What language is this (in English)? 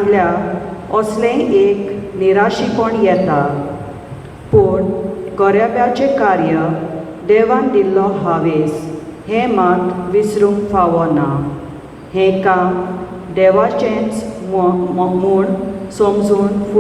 Konkani